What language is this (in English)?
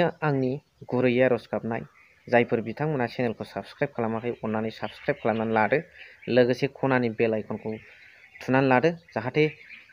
Bodo